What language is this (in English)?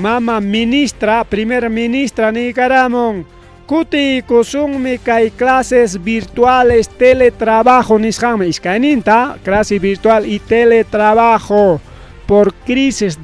Ayacucho Quechua